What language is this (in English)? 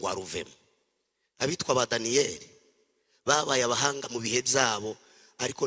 Kinyarwanda